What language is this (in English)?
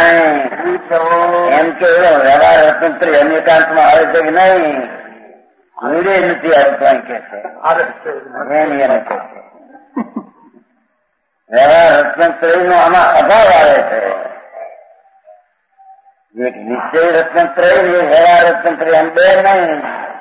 Gujarati